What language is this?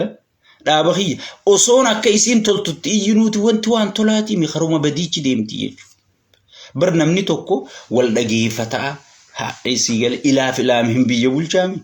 Oromo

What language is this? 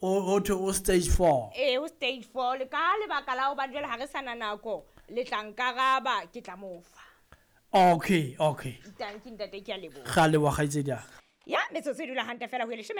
Southern Sotho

